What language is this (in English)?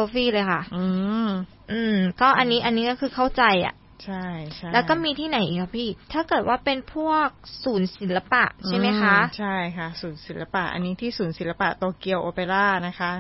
Thai